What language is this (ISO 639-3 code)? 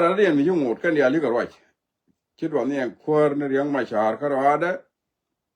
nus